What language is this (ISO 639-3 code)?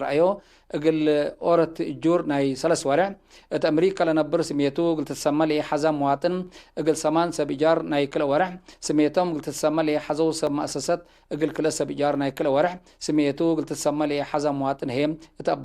tig